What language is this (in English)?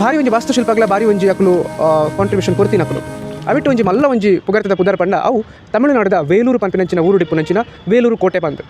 Tulu